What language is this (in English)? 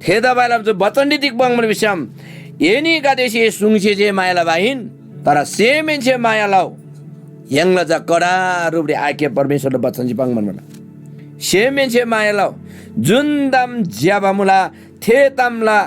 Eastern Tamang